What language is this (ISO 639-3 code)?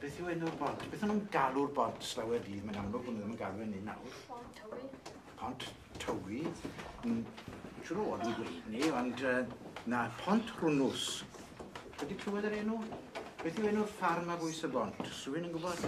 cym